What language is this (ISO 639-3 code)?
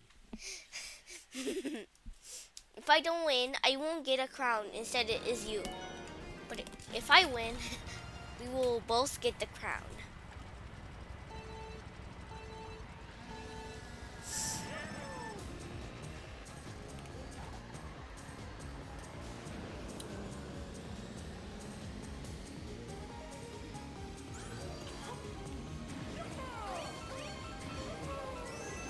eng